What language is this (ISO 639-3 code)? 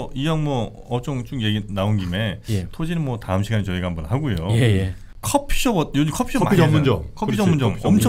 kor